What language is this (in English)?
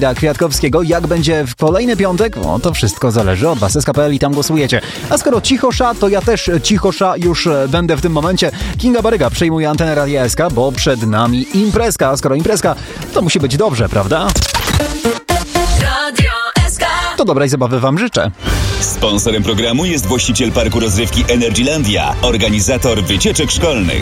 Polish